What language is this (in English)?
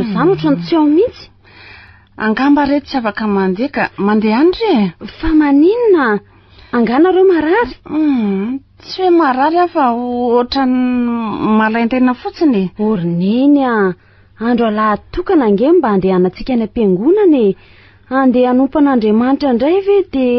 Malagasy